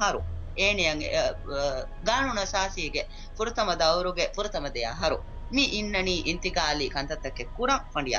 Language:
Divehi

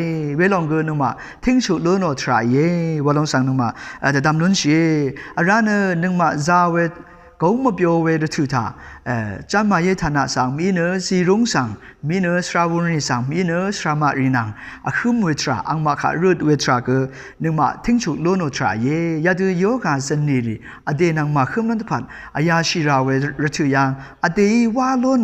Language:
Rawang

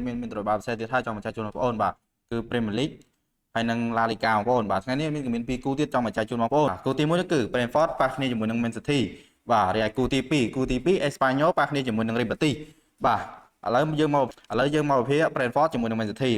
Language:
Khmer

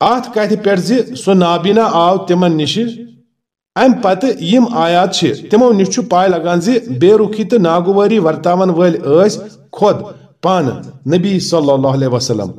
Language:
Kashmiri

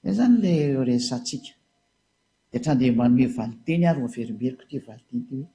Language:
Malagasy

